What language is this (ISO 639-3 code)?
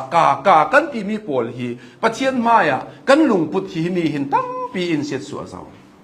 cnh